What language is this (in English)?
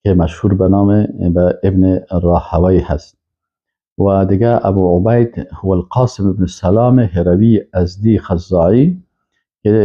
Persian